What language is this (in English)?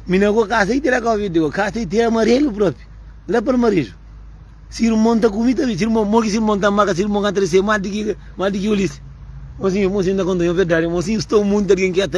Kabuverdianu